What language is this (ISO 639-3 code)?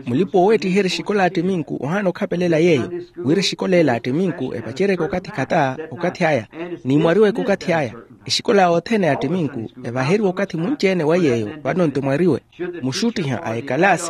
vmw